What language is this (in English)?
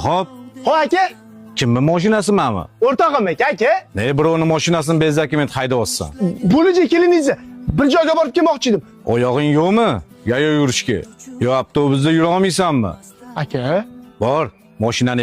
Uzbek